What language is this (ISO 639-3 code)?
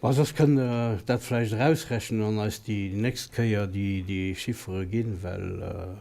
ltz